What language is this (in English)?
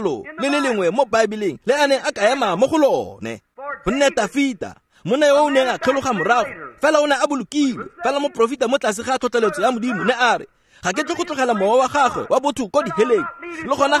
Tswana